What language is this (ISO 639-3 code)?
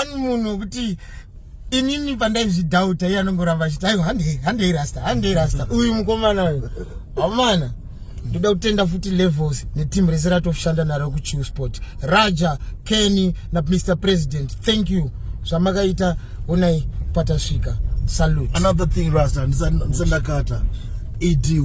sna